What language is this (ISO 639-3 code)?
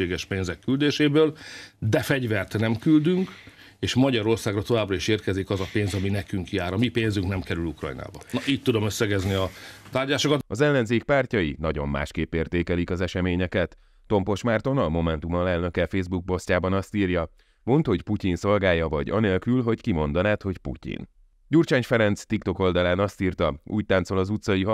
hun